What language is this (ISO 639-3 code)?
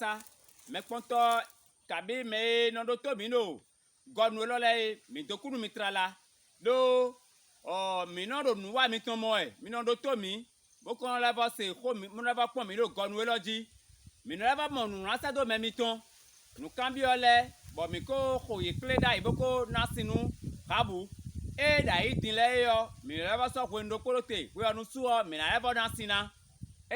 fon